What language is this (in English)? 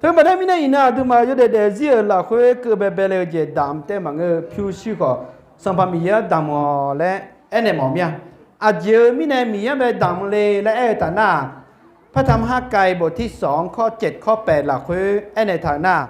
Akha